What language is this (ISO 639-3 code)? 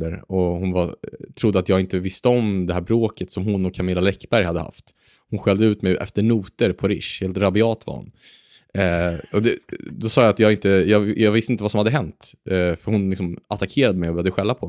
swe